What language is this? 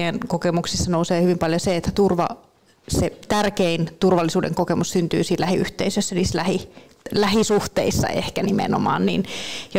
Finnish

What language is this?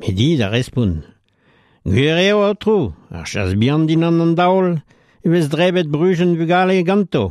Breton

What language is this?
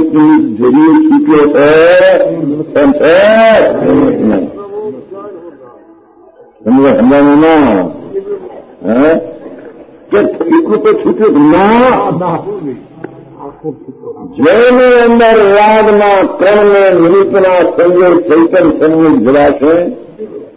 Gujarati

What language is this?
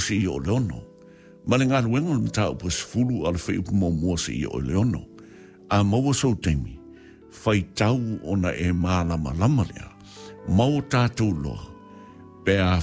Samoan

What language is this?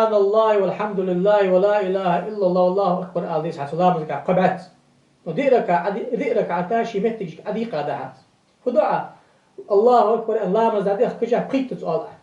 Ingush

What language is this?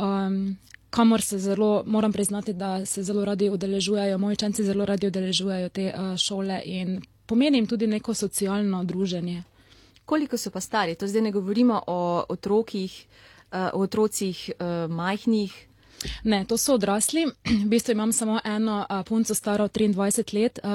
Slovenian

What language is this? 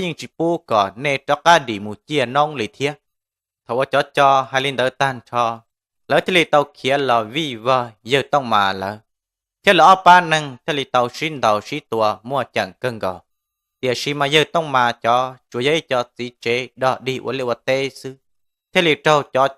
Hmong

